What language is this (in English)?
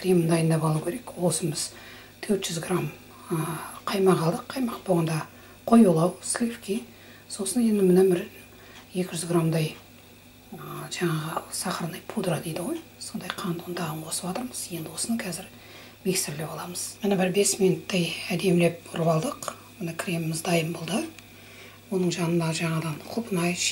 Kazakh